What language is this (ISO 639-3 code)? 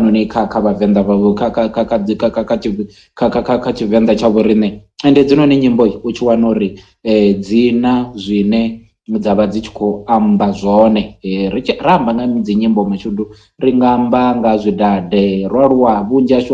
ven